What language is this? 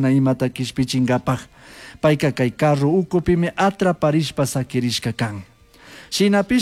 Chimborazo Highland Quichua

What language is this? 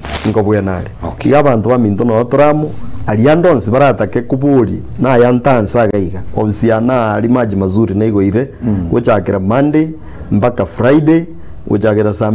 Gusii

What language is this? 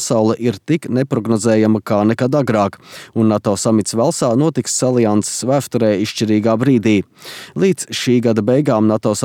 Latvian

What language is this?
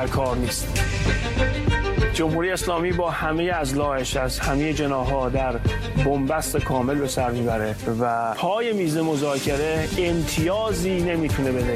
Persian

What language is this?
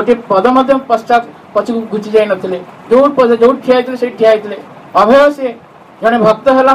Odia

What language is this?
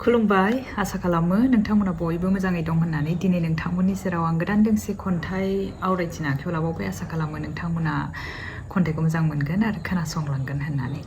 Bodo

